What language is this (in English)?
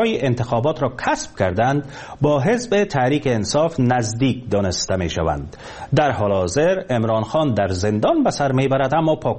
Persian